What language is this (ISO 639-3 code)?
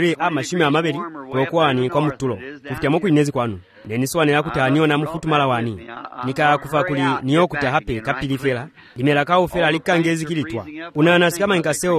swa